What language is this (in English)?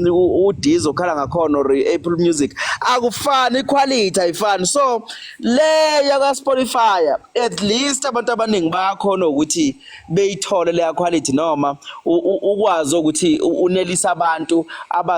Zulu